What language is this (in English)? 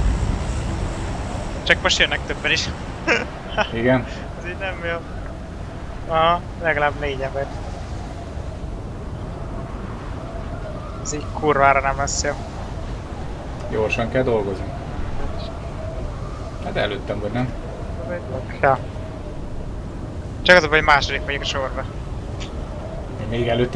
Hungarian